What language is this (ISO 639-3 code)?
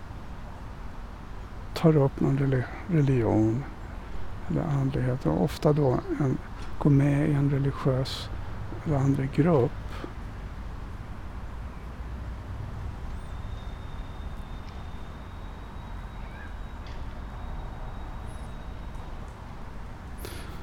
swe